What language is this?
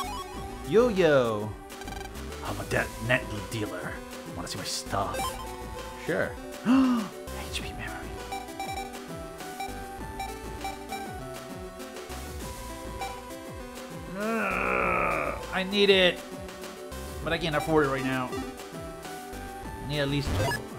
English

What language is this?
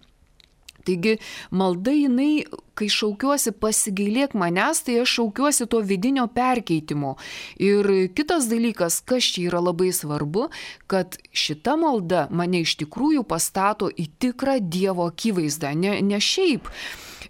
Lithuanian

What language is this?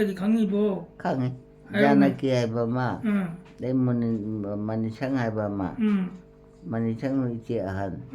Manipuri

